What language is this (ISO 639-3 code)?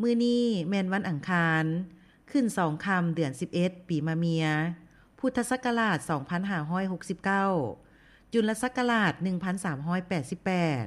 lao